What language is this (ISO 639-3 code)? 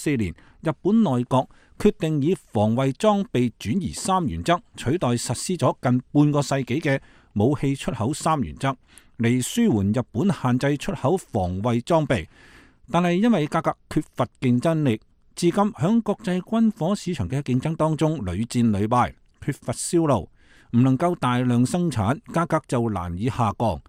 yue